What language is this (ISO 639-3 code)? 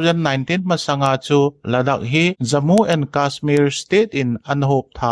tcz